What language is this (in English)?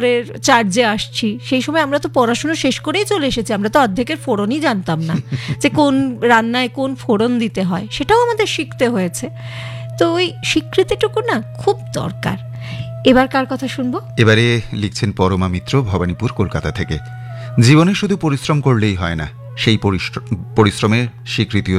Bangla